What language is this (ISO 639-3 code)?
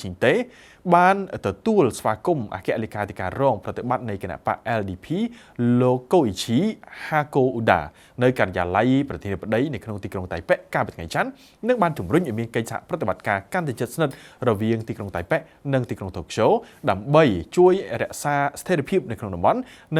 khm